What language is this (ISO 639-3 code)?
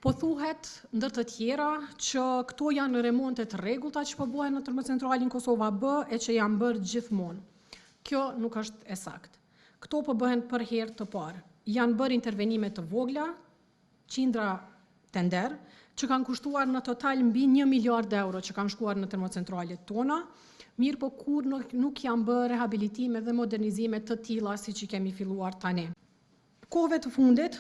sqi